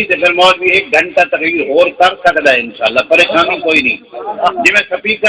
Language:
Saraiki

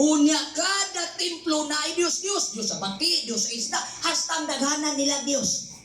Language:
Cebuano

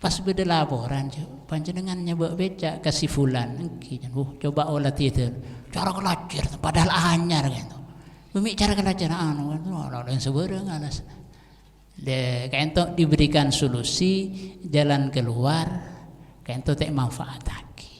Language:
Madurese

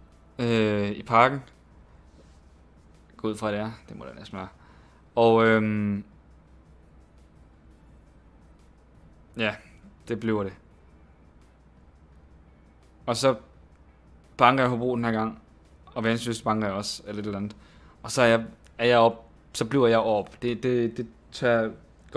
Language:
Danish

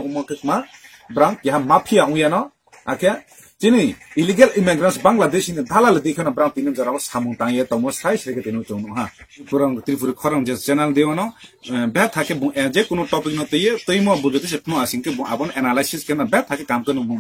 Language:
Riang (India)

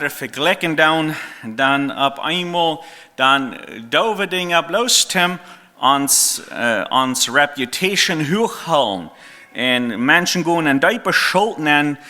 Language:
Plautdietsch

